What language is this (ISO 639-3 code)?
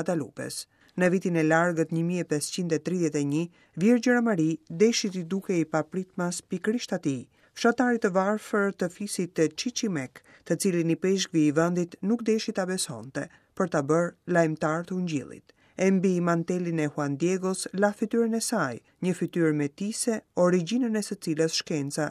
sqi